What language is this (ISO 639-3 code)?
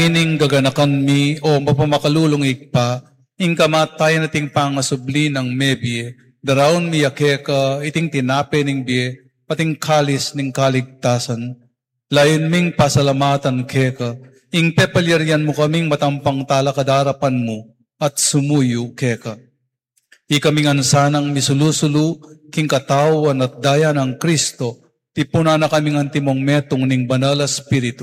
pam